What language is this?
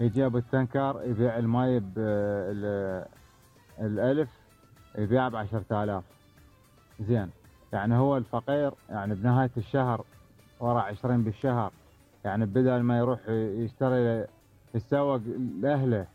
Mesopotamian Arabic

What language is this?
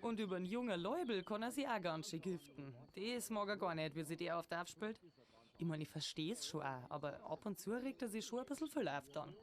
Bavarian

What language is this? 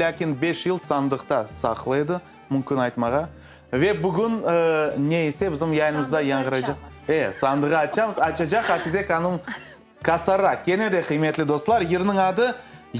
Crimean Tatar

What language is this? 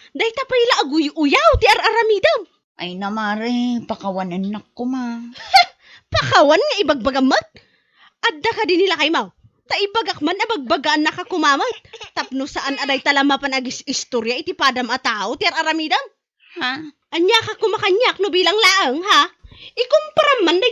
Iloko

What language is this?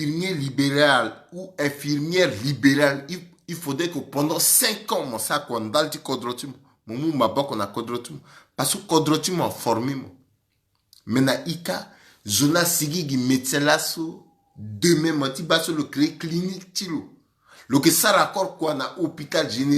Sango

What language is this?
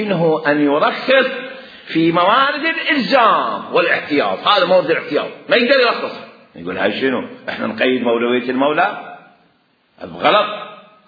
Mesopotamian Arabic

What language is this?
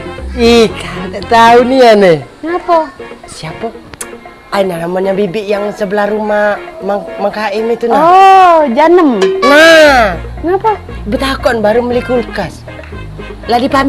Musi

